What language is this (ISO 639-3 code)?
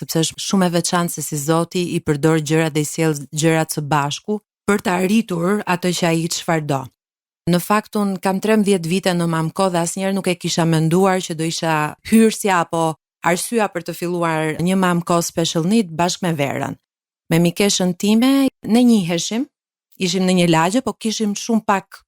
sqi